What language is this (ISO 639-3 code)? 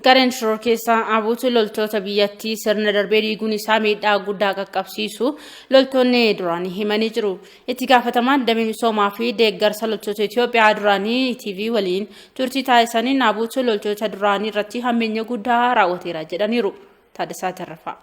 orm